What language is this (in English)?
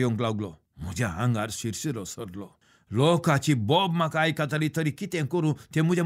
Konkani